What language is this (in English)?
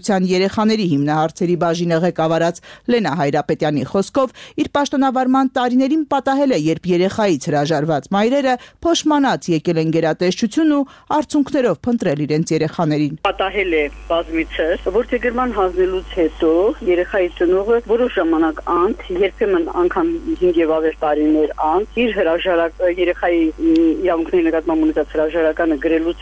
Armenian